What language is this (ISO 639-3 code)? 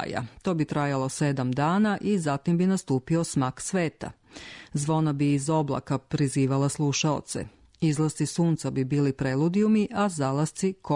srp